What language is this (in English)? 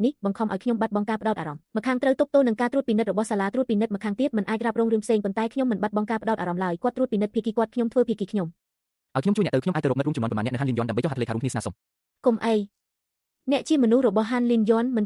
Khmer